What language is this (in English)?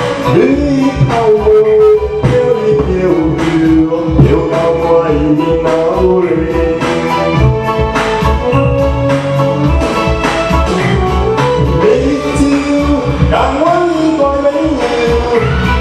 Chinese